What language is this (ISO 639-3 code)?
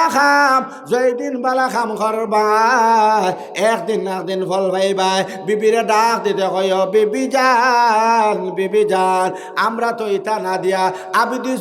syl